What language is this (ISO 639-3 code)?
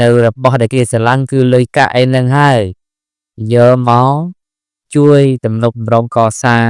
khm